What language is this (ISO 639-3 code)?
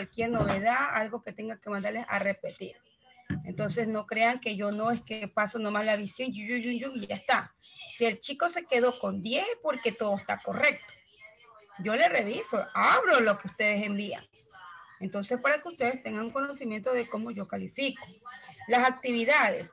spa